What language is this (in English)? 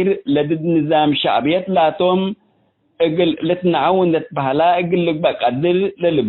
Tigre